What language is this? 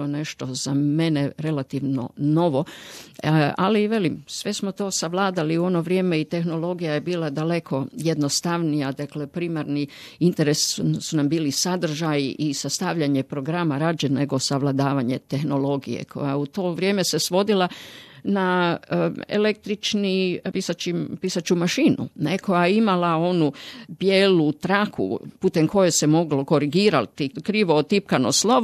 Croatian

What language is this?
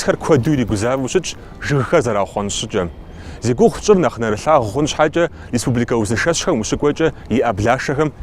Kabardian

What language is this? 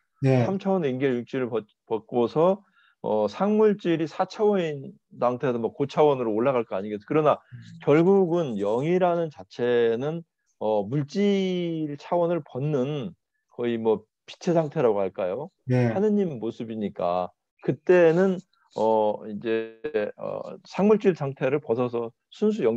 Korean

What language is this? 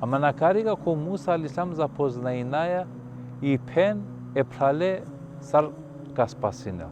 Balkan Romani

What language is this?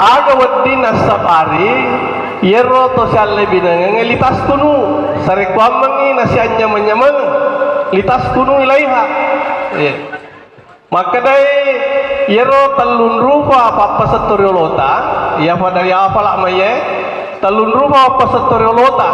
Buginese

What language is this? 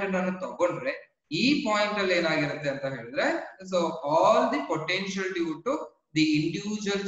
Kannada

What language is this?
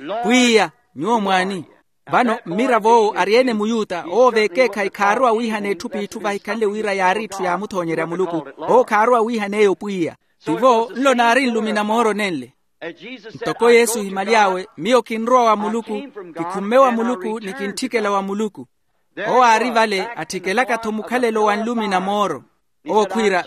Makhuwa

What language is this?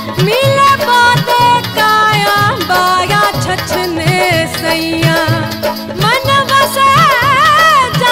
Bhojpuri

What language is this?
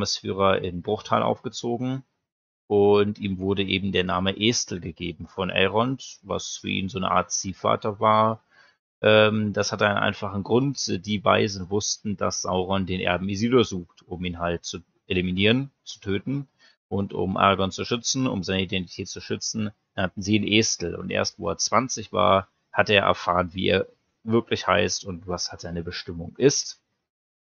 German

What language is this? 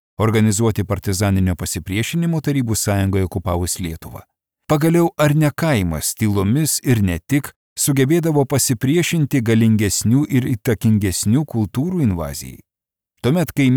Lithuanian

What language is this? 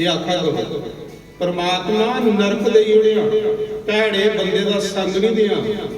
Dogri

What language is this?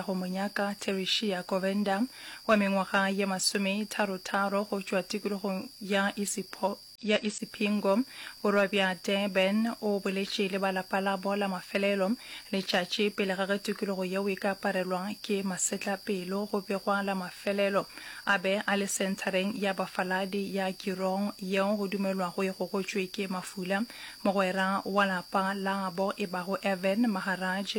Northern Sotho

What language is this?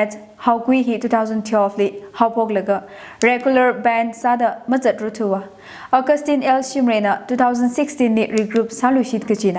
Tangkhul Naga (India)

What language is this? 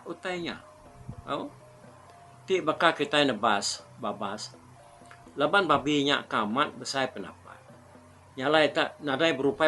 Iban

